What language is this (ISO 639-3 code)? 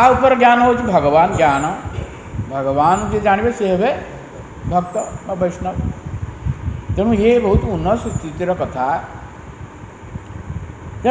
ori